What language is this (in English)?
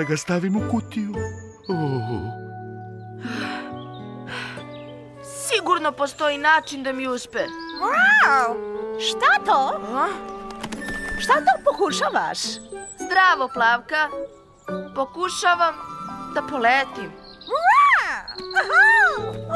Serbian